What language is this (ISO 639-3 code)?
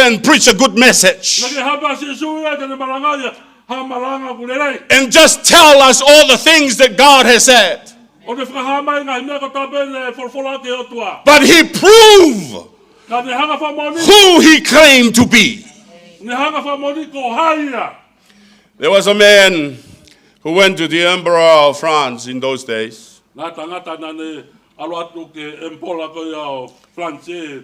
ton